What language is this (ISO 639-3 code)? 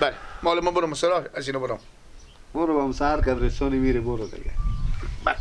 fas